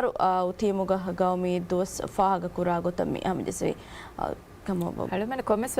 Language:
Divehi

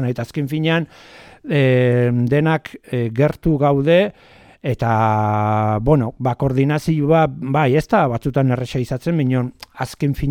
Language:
Basque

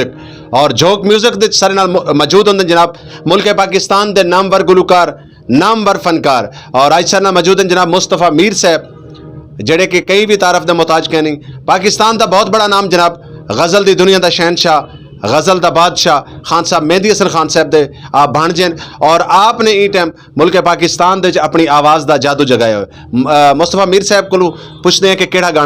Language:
Saraiki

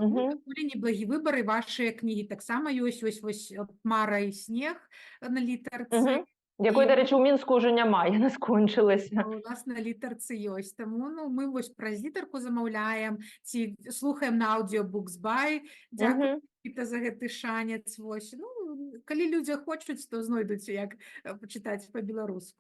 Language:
Belarusian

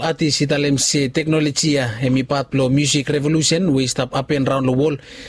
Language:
Bislama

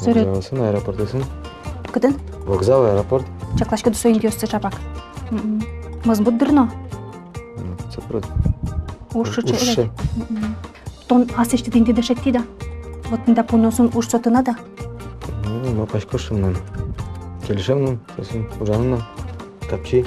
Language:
Udmurt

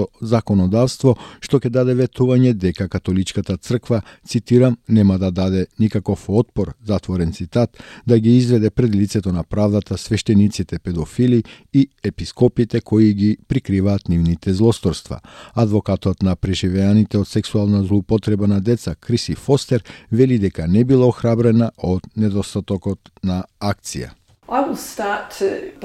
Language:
Macedonian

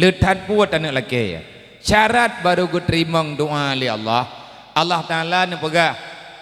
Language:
Achinese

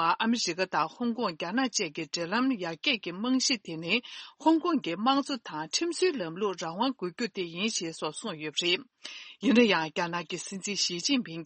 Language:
Tibetan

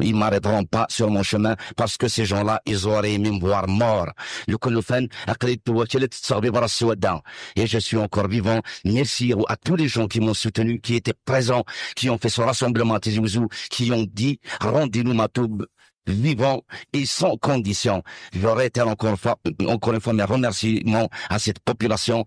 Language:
Kabyle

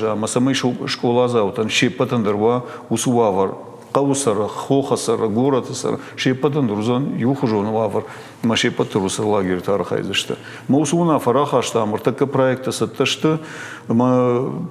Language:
Ossetic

